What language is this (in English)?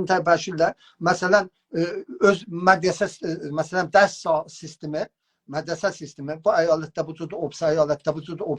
South Azerbaijani